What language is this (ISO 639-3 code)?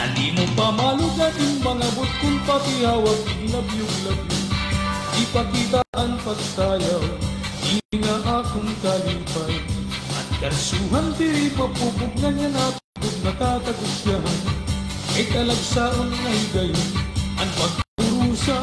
war